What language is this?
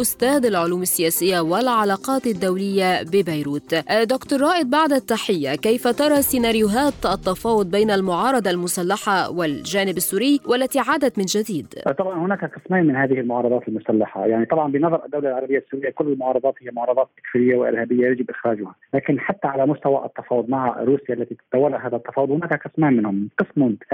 Arabic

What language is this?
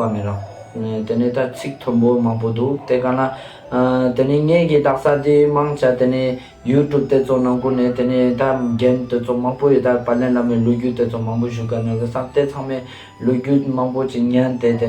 Ladakhi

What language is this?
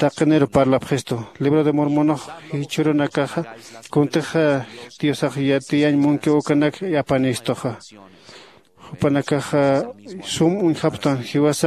Aymara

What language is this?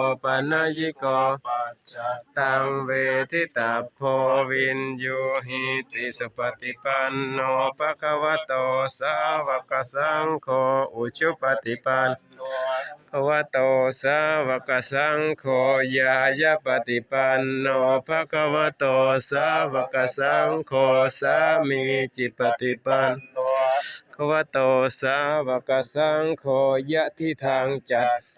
Pali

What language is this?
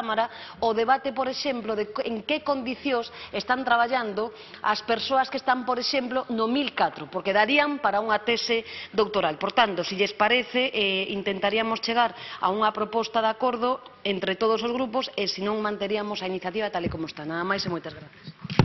Galician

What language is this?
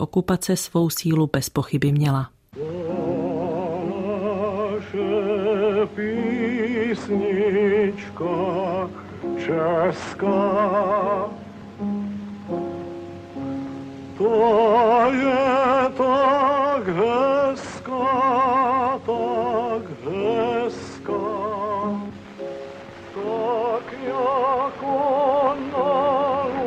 Czech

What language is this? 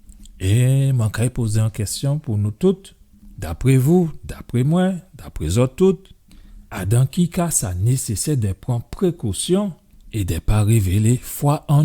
Guadeloupean Creole French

